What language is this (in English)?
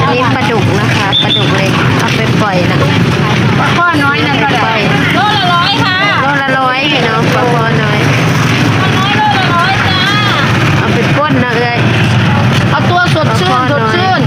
Northeastern Thai